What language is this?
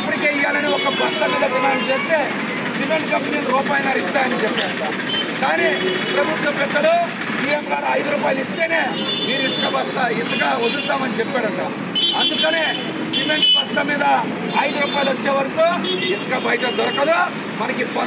Telugu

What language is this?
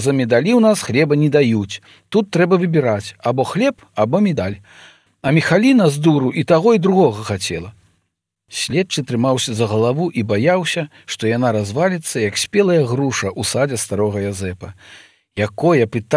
Belarusian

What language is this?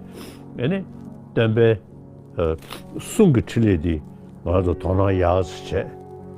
Tibetan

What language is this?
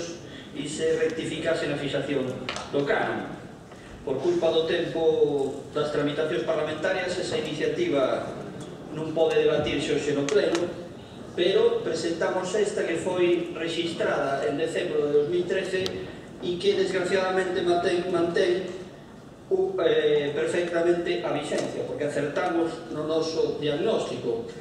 Galician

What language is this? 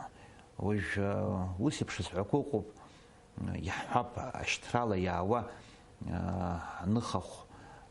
Abkhazian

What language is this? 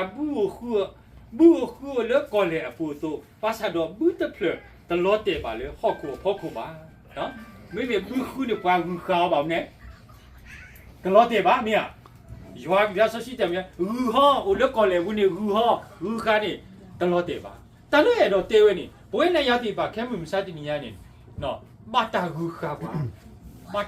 S'gaw Karen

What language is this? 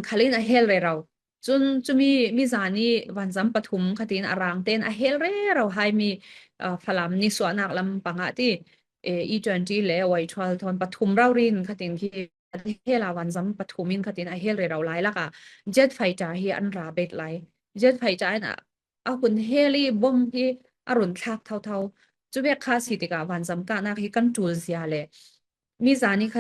Falam Chin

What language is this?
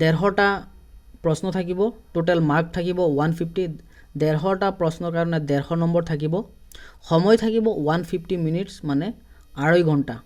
Assamese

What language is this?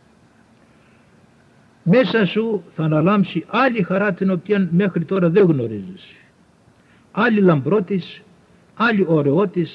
Greek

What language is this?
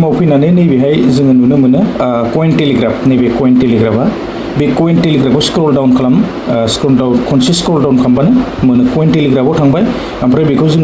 Bodo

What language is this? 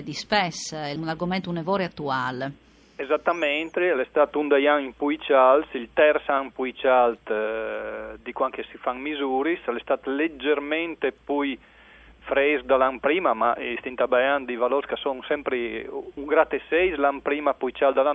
Friulian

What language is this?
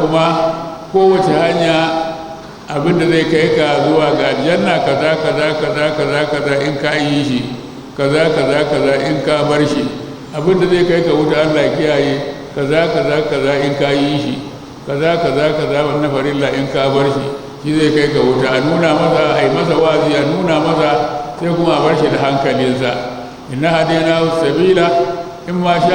Hausa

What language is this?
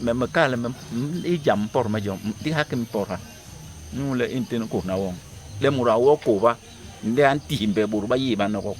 Basaa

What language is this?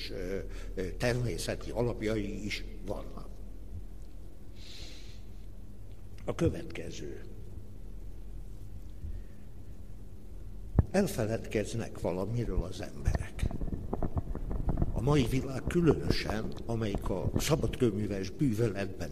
Hungarian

